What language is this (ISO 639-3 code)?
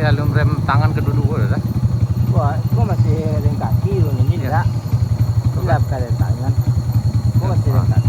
min